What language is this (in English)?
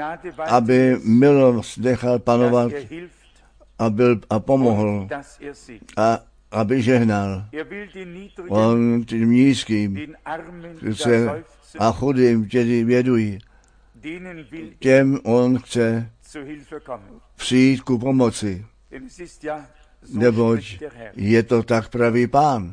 Czech